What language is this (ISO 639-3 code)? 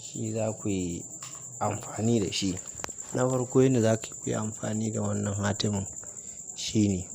hau